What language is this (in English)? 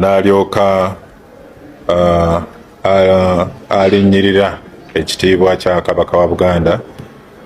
Ganda